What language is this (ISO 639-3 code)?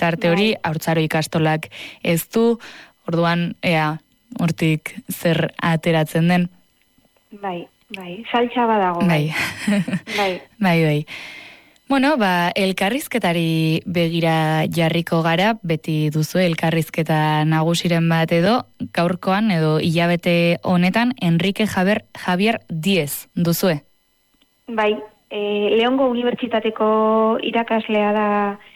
eus